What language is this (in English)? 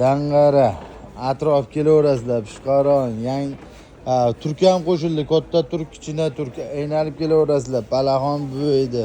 Uzbek